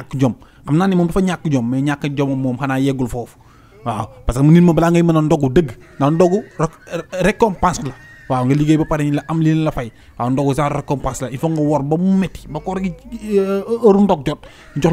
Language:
Wolof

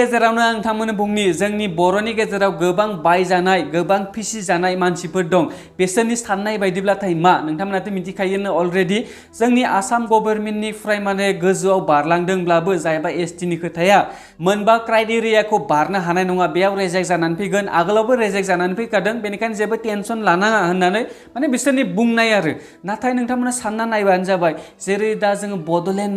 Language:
Bodo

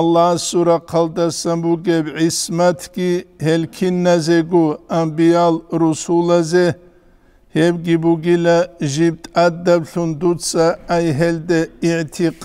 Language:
Avaric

